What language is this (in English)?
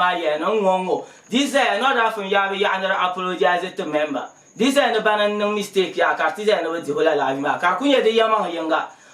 Dagbani